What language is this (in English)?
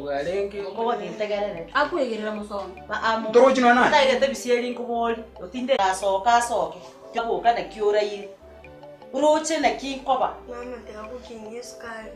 Gusii